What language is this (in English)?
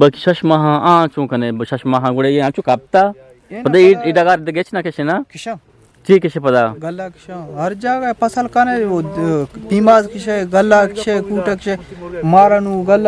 Eastern Balochi